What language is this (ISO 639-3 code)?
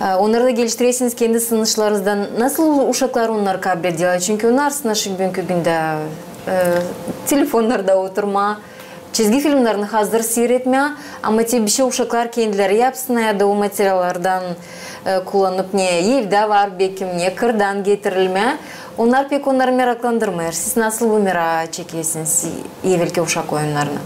gag